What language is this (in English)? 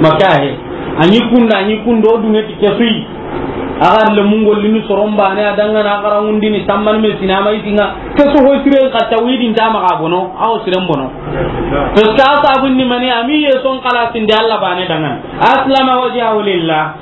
Soninke